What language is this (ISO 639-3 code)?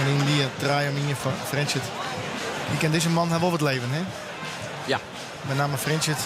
fry